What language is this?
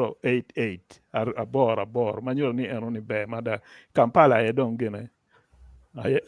Acoli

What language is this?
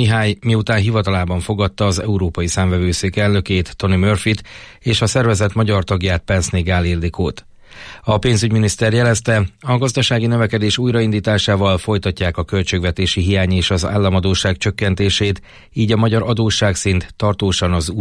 Hungarian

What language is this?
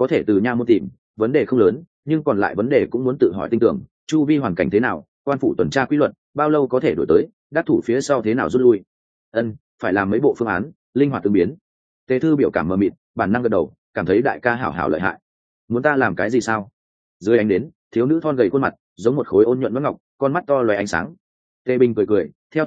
Vietnamese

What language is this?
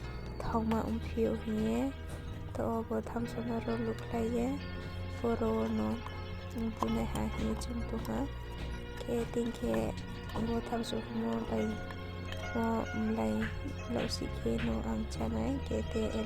Riang (India)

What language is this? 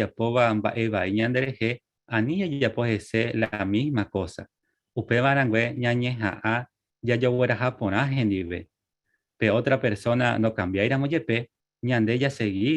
Guarani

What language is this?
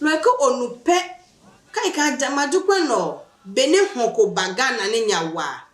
Adangme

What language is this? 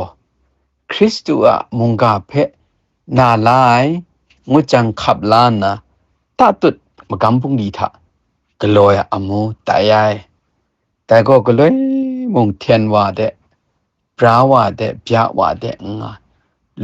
Kachin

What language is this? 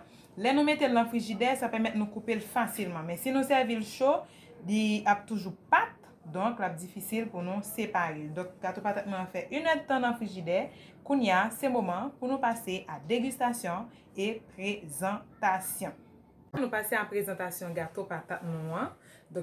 Haitian Creole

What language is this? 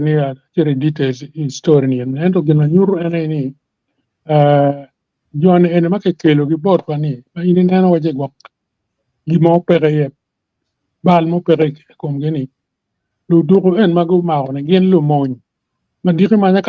Acoli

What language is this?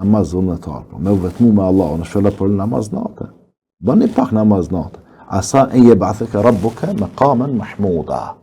Albanian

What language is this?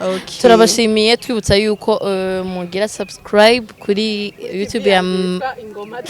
Rundi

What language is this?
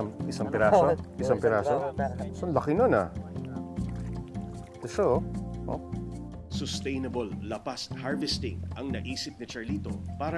Filipino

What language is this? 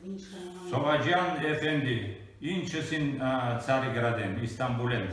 Western Armenian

